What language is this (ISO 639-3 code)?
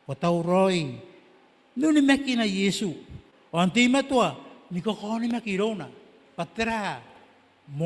gil